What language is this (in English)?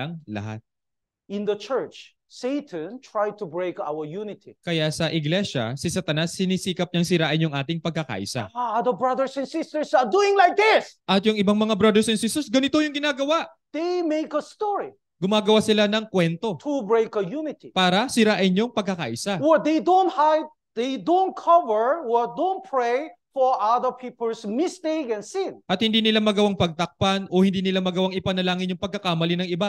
Filipino